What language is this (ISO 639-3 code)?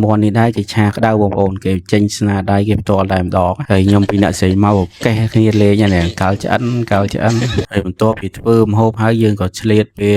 khm